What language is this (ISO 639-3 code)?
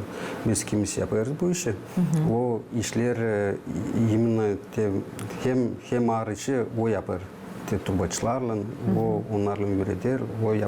gag